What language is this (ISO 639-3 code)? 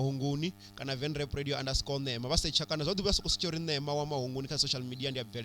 ven